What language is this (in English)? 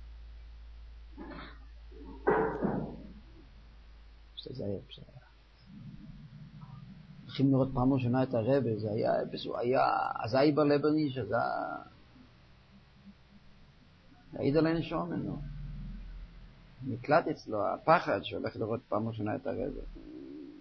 Hebrew